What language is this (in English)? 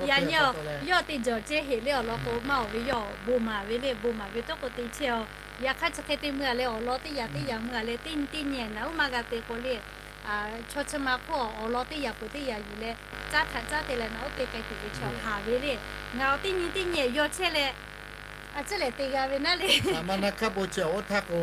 Lahu